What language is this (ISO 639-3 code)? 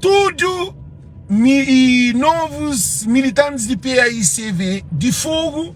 kea